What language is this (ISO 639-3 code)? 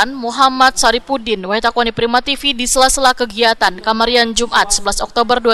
bjn